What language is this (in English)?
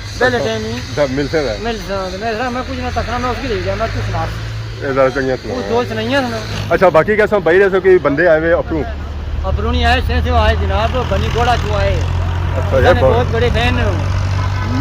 Pahari-Potwari